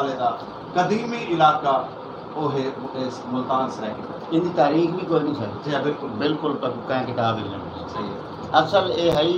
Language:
Saraiki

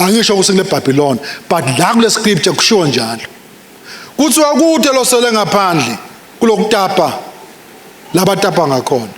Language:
Swati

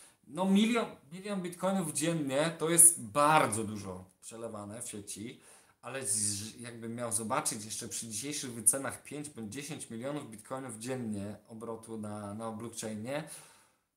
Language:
Polish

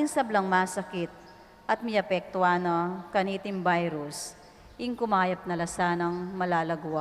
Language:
Pampanga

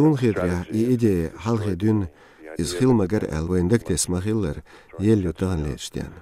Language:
Chechen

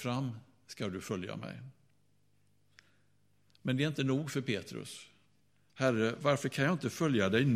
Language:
Swedish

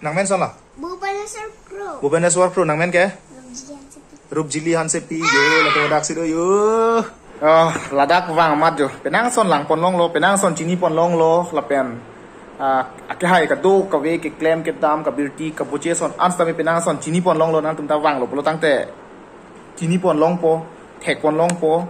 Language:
Karbi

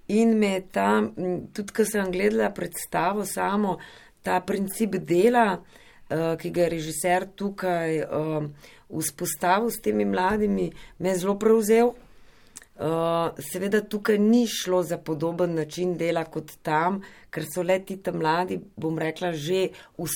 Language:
Slovenian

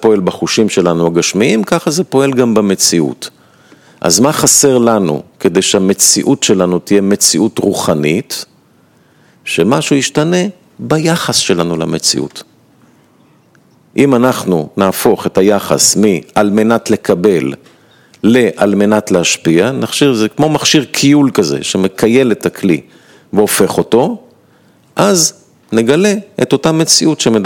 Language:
Hebrew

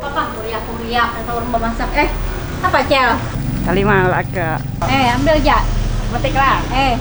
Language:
Banjar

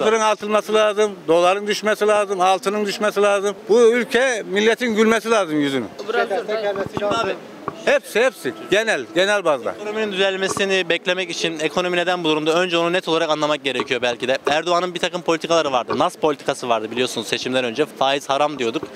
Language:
Turkish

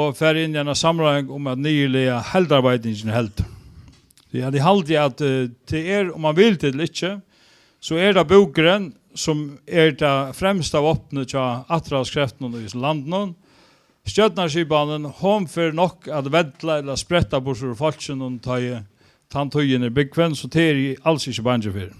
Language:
Faroese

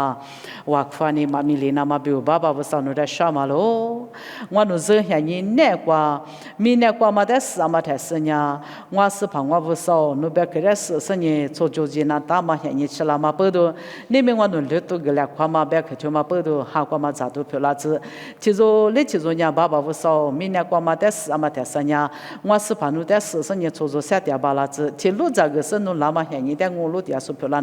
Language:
Lisu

